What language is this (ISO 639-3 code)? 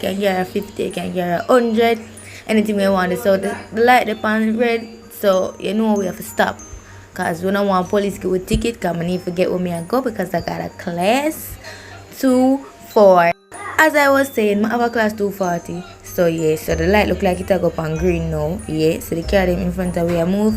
jam